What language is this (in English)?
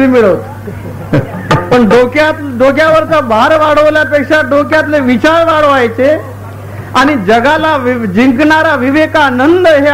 Marathi